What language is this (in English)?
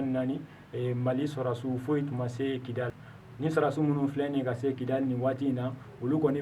Bambara